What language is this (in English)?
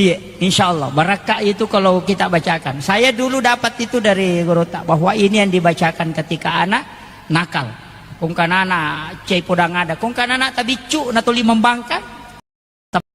Buginese